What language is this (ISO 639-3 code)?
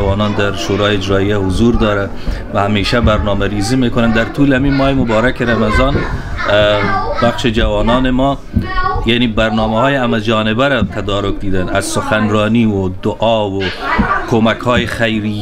fas